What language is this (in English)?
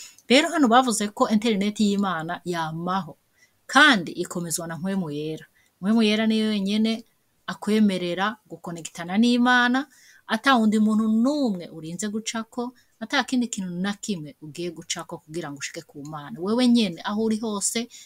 Rundi